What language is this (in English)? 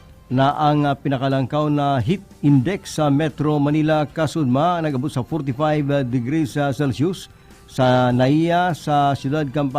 Bikol